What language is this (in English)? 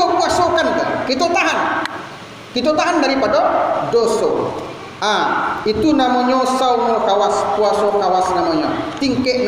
Minangkabau